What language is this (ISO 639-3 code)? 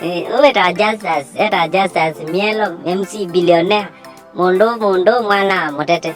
kam